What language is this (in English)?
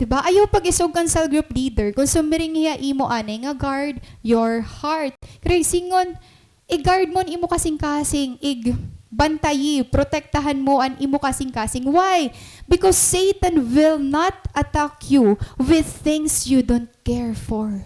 Waray